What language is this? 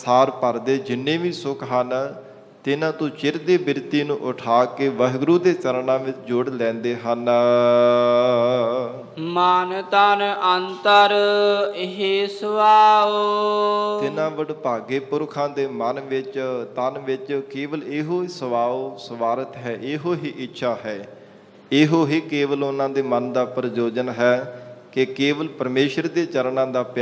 Punjabi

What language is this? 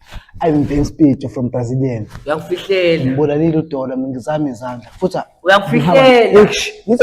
Zulu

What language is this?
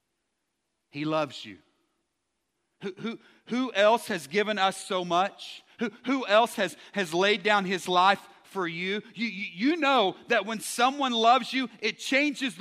English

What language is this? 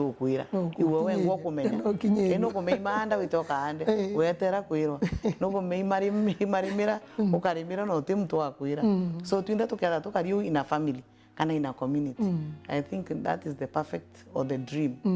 Meru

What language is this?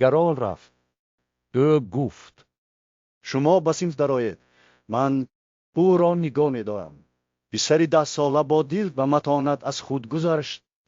Tajik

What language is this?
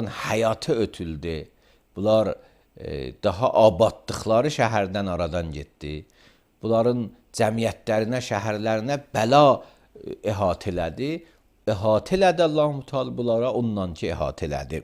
Azerbaijani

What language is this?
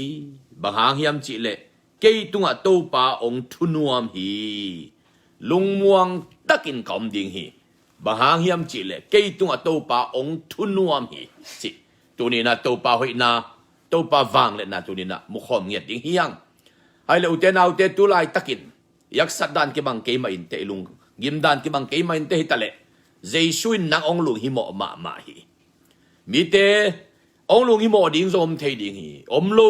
Tedim Chin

